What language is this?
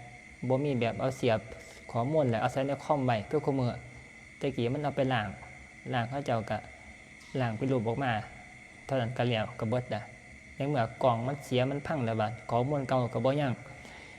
Northeastern Thai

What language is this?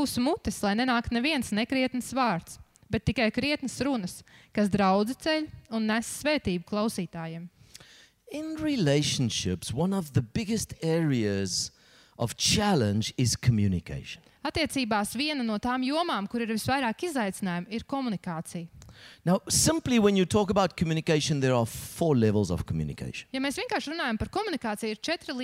Latvian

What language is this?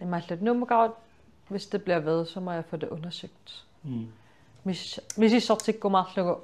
Kalaallisut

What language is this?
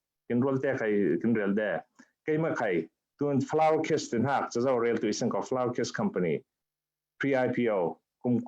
Falam Chin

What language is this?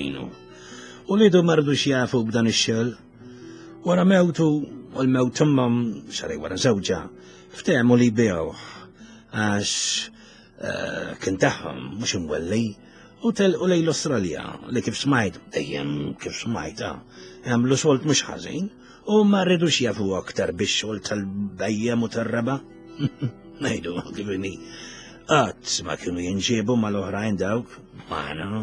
Maltese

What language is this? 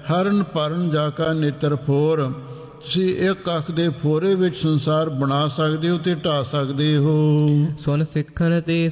Punjabi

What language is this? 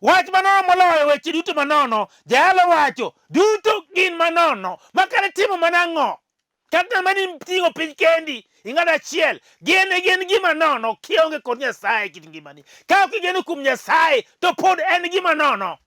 Luo (Kenya and Tanzania)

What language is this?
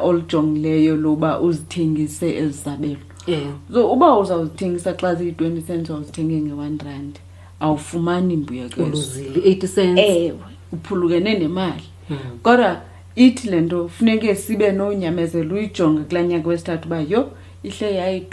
Xhosa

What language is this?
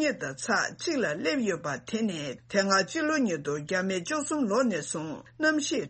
Tibetan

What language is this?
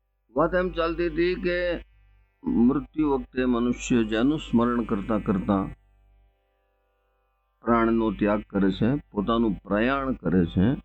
Gujarati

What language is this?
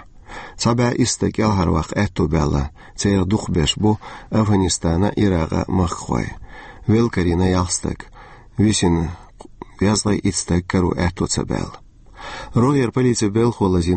Chechen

